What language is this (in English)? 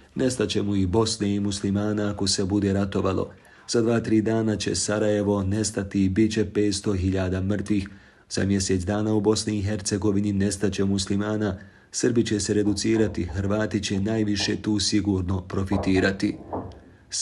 Bosnian